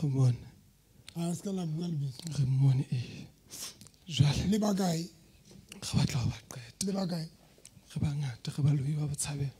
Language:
Southern Sotho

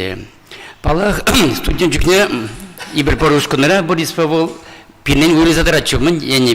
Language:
Chuvash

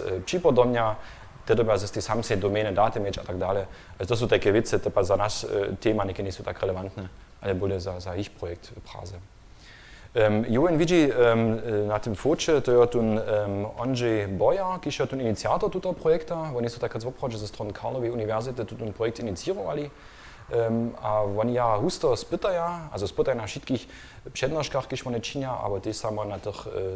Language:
Upper Sorbian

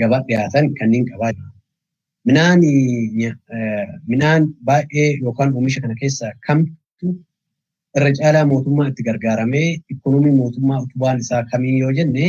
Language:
Oromo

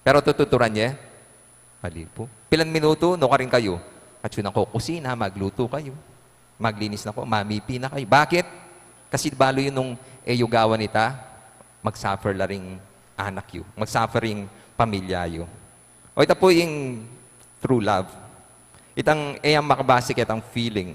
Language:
Pampanga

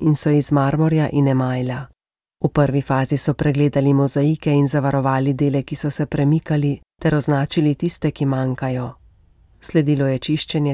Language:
Slovenian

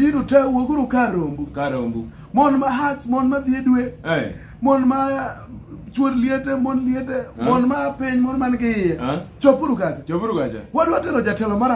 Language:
Luo (Kenya and Tanzania)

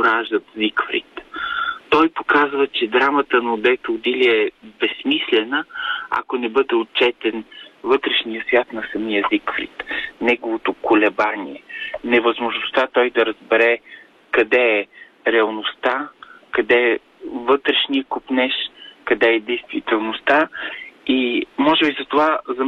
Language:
Bulgarian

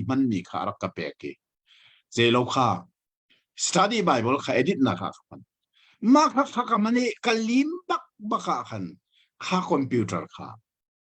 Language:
Hakha Chin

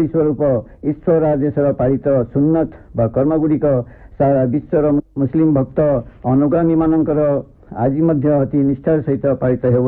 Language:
Odia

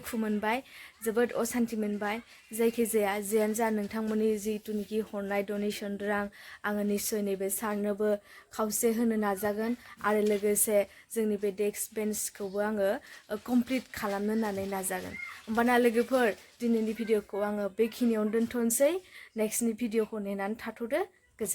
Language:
Bodo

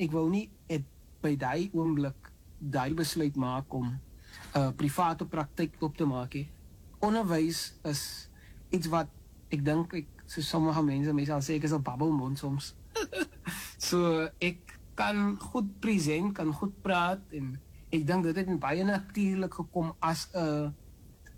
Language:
Afrikaans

